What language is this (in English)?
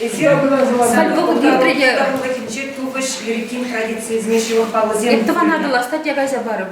Chuvash